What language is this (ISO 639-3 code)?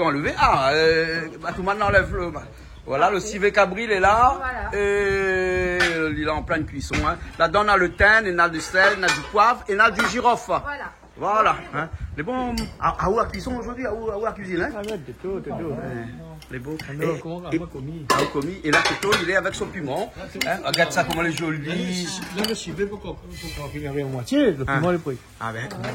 rcf